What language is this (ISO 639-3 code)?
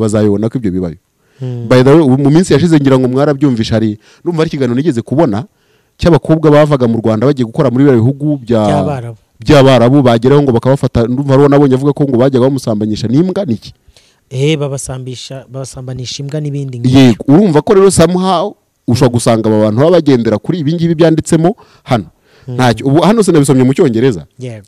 kin